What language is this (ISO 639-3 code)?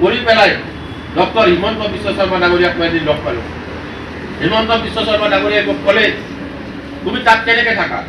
asm